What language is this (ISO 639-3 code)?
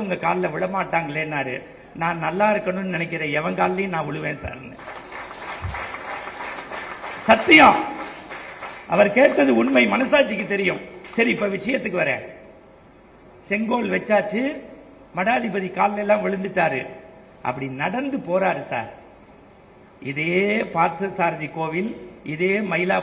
tam